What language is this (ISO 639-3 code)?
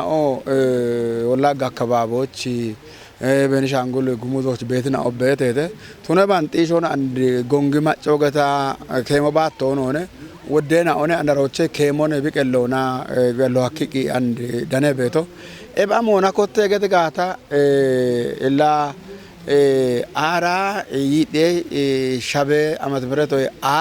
kbr